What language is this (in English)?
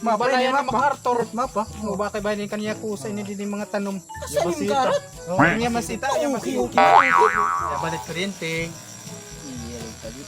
Waray